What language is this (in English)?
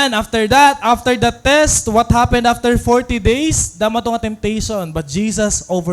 Waray